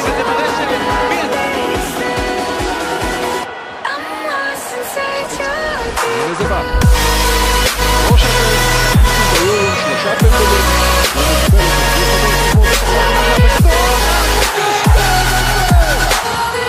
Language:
Hebrew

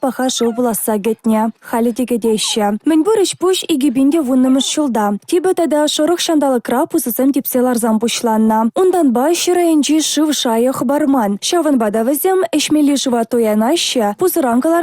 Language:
Chuvash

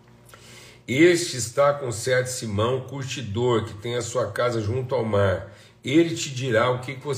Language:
Portuguese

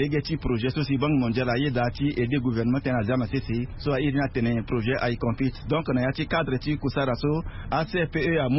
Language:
Sango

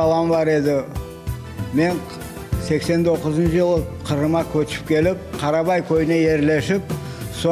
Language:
Crimean Tatar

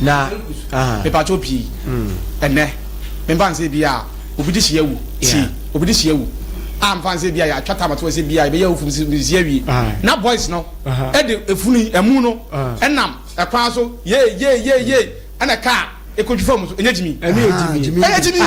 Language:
Akan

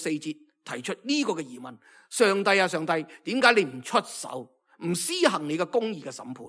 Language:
Cantonese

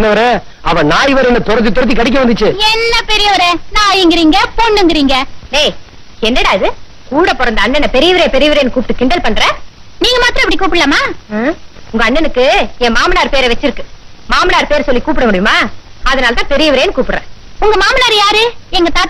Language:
Tamil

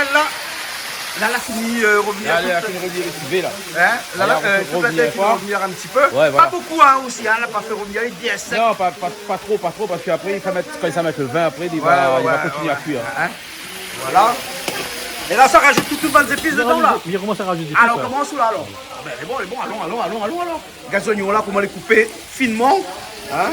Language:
Réunion Creole French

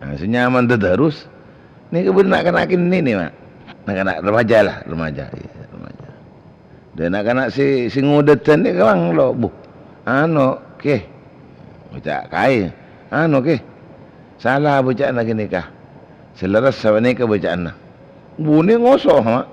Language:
Madurese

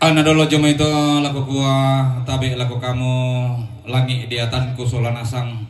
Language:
Toraja-Sa'dan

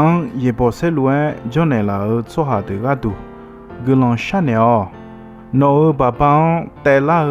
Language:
Akha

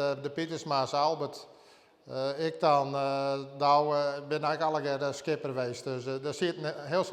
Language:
Western Frisian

